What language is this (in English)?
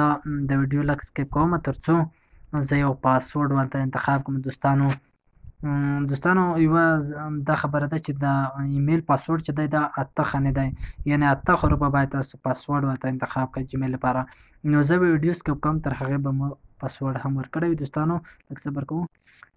Pashto